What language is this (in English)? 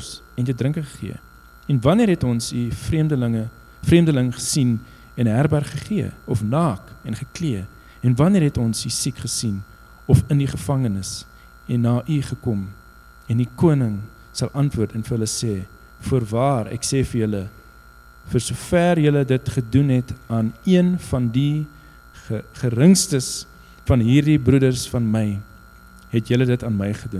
Afrikaans